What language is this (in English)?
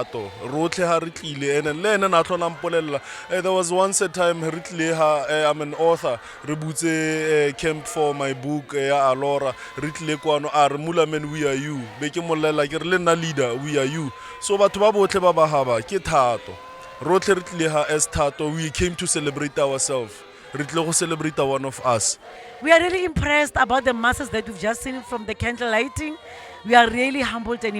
Tswana